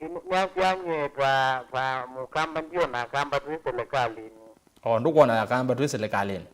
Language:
Kamba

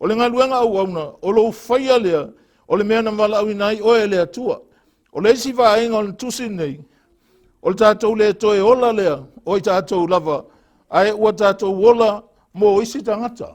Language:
Samoan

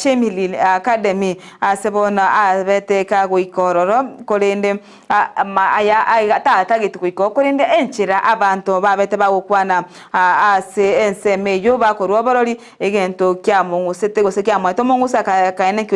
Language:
Gusii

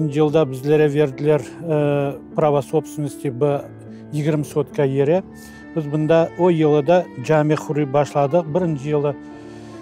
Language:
Crimean Tatar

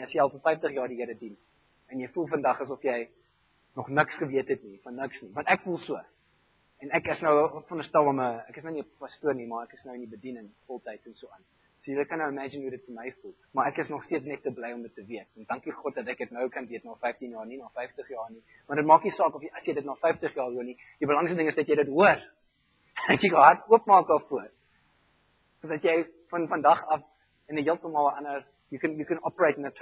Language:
Afrikaans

